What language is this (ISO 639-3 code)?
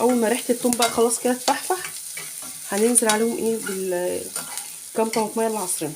arz